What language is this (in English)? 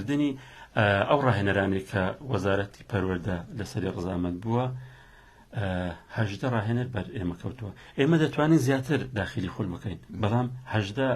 Central Kurdish